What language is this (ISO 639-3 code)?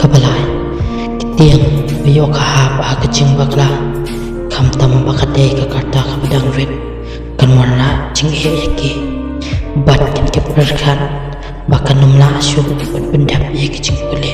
kha